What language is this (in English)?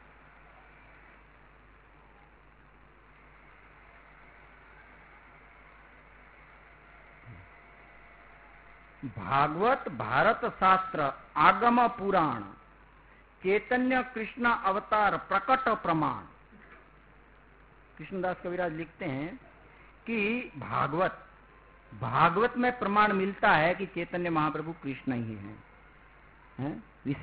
Hindi